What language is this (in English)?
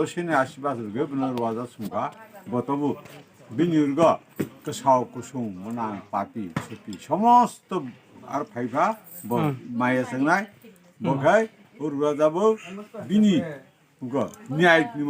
Kok Borok